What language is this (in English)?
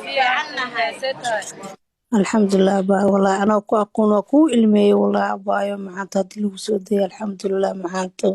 Somali